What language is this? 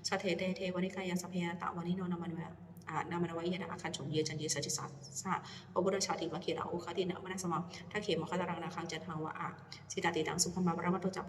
Pali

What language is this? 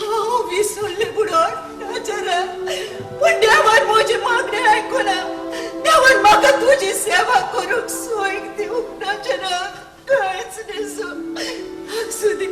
Konkani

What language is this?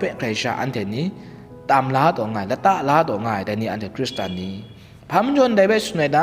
Kachin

